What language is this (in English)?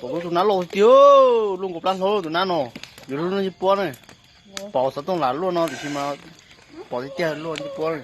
Hmong